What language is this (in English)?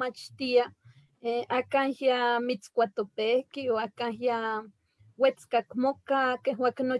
Eastern Huasteca Nahuatl